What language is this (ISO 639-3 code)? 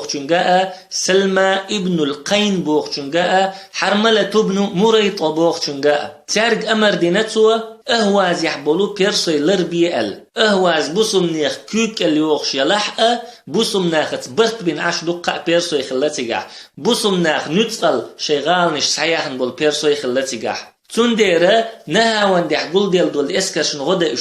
che